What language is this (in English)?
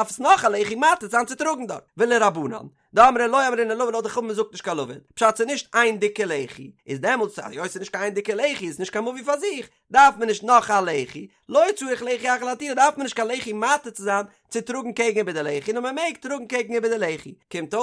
Yiddish